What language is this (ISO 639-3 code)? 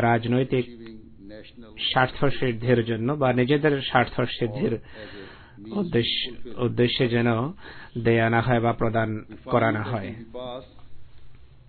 ben